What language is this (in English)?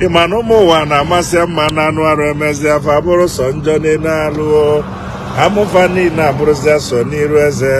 Igbo